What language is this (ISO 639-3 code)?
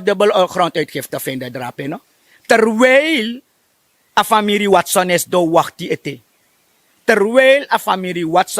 srn